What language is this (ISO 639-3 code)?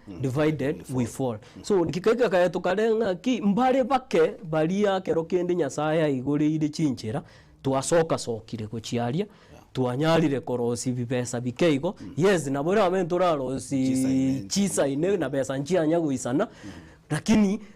guz